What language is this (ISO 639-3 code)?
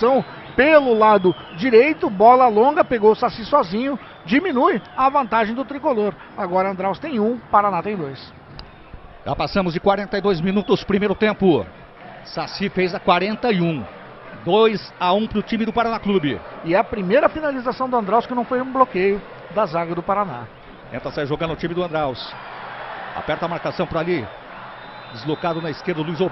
por